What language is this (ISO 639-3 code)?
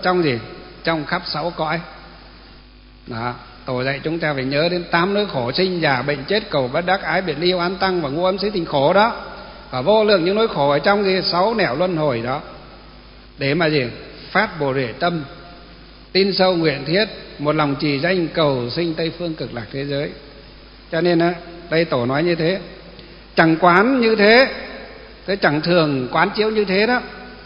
vie